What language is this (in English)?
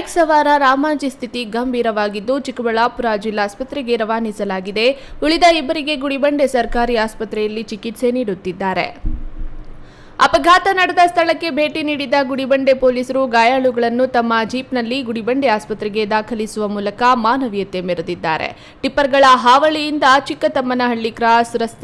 Kannada